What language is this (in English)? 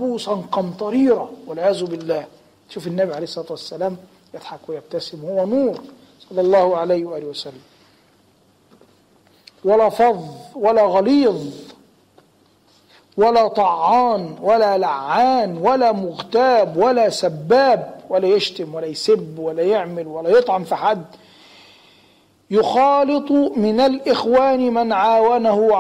Arabic